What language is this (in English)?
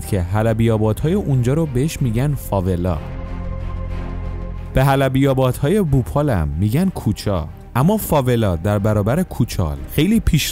Persian